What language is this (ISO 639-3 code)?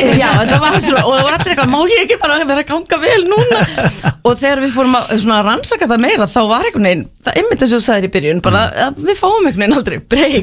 isl